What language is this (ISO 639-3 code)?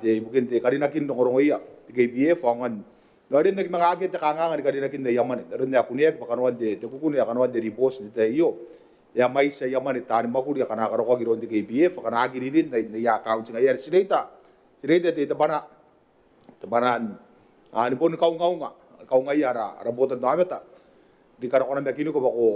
gil